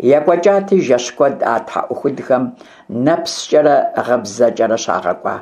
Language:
Kabardian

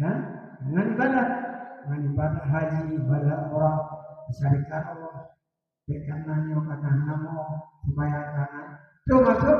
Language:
Achinese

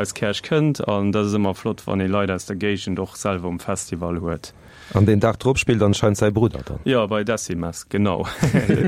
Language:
Luxembourgish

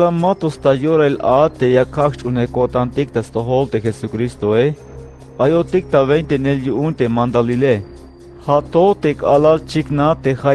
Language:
Tzeltal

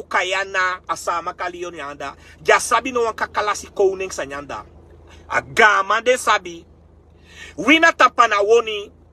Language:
Sranan Tongo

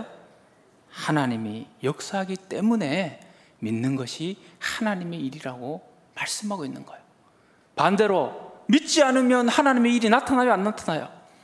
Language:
Korean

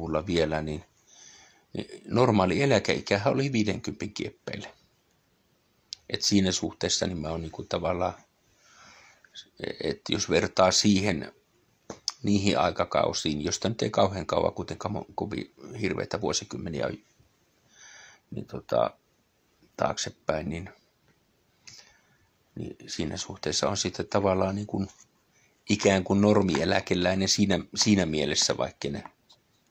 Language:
Finnish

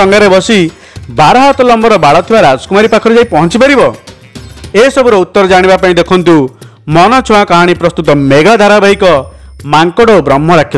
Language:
Odia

